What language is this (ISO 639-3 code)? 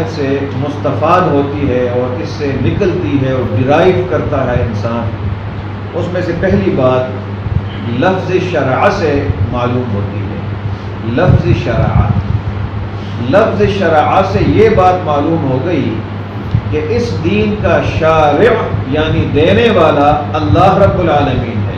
urd